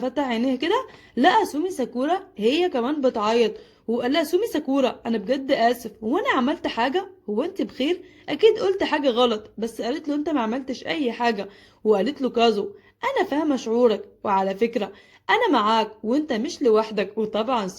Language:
Egyptian Arabic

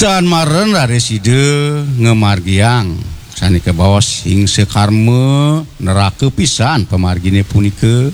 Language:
Balinese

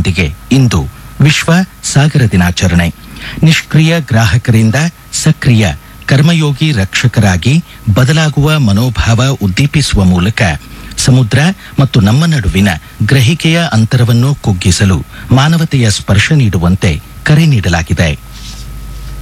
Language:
Kannada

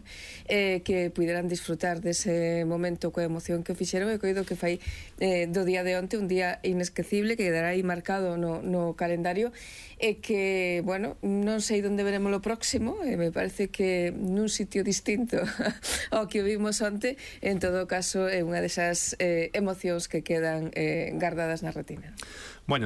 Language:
Galician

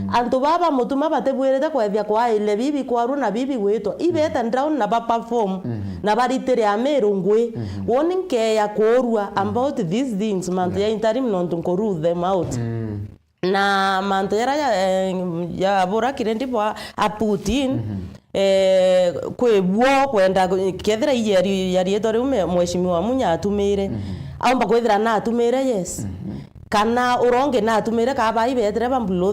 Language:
Meru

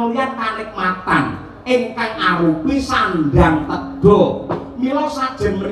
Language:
Javanese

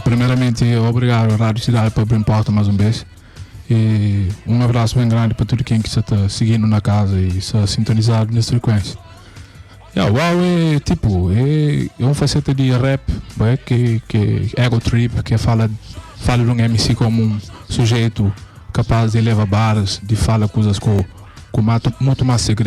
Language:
Kabuverdianu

